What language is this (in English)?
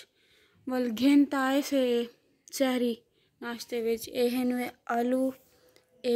Saraiki